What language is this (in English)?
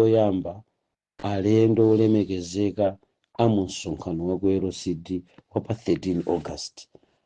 Nyanja